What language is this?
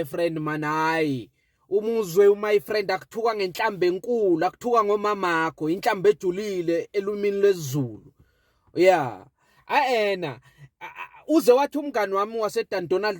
Zulu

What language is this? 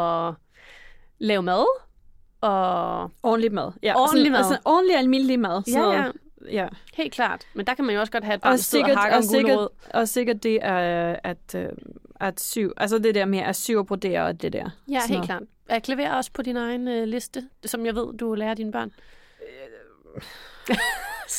Danish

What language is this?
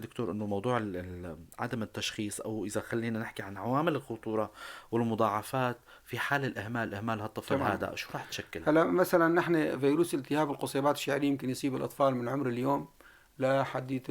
North Levantine Arabic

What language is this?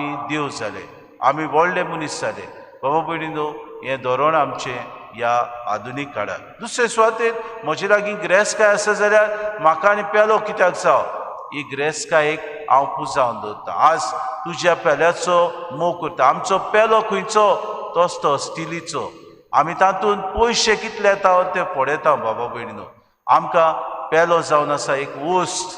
Konkani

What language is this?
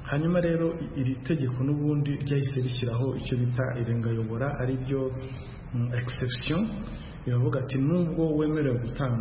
Kinyarwanda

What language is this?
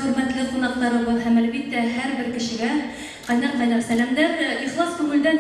Bashkir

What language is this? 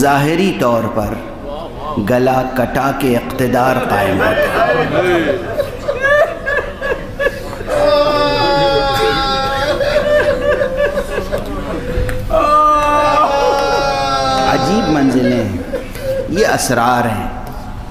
Urdu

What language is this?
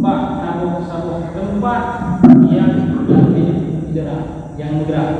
Achinese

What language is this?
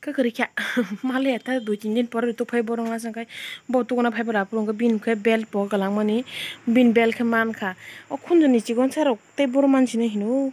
Kok Borok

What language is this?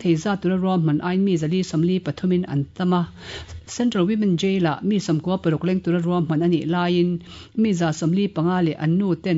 Mizo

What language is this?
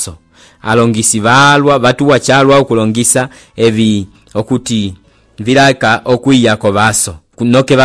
Umbundu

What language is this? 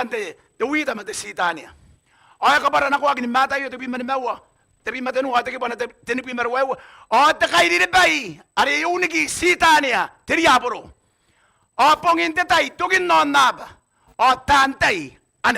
Gilbertese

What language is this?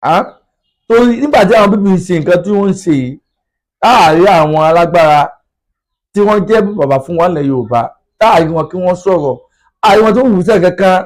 Yoruba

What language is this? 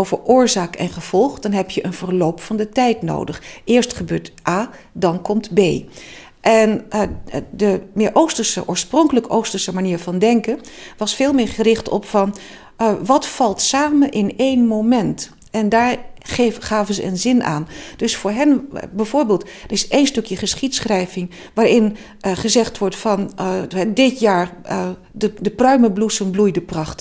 Dutch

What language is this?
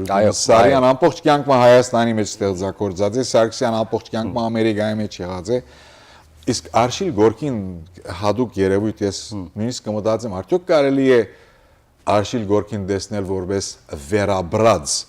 Western Armenian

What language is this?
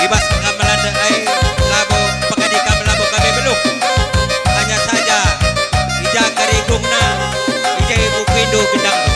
Batak Karo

